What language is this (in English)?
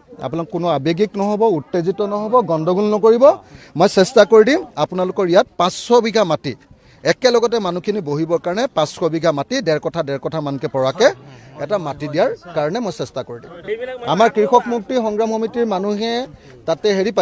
Assamese